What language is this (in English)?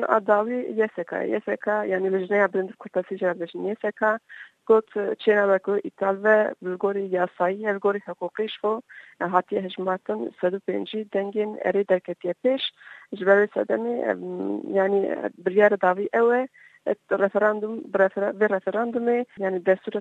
Kurdish